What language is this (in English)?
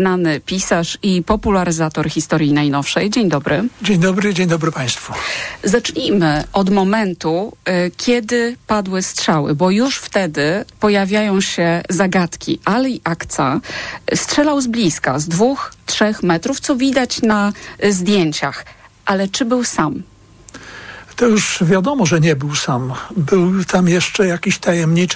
Polish